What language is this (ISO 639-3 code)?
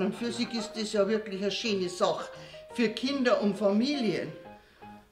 bar